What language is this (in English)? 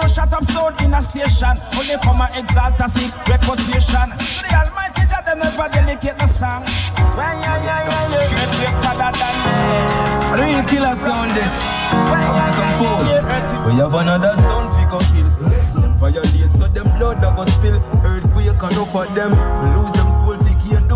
Jamaican Creole English